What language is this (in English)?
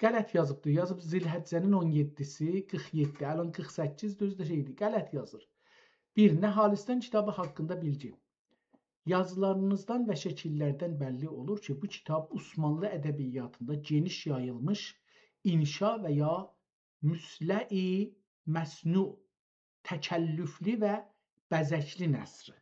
South Azerbaijani